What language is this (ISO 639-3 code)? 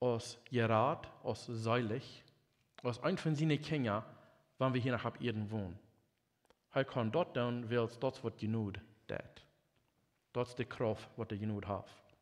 pdt